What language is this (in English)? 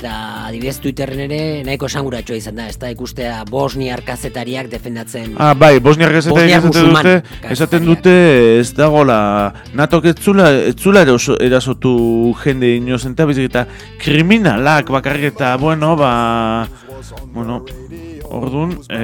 Basque